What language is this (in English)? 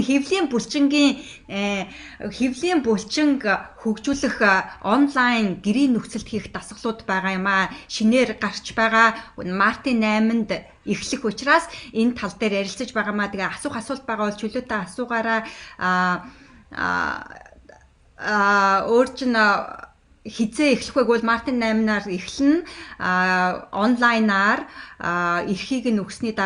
Mongolian